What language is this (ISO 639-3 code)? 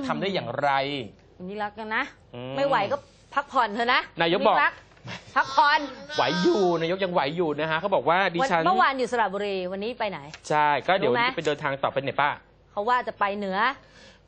tha